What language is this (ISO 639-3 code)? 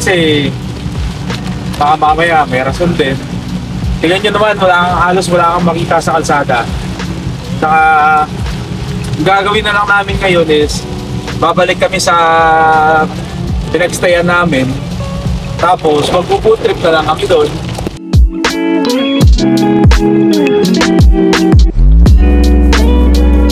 fil